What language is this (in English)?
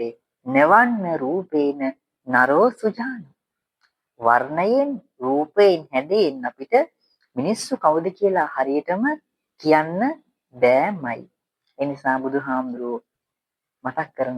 Sinhala